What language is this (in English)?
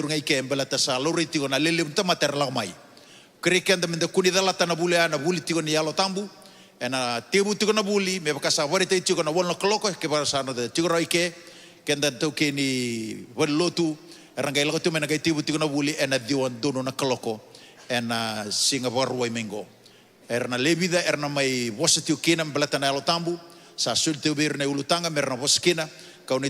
Fijian